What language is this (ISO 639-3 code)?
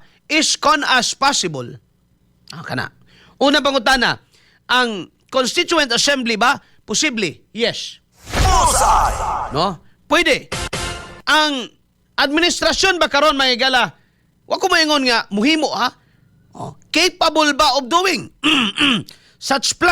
ceb